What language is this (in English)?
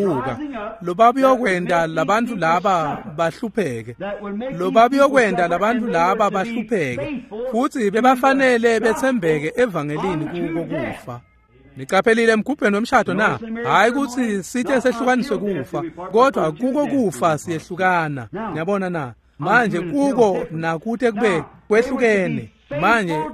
Swati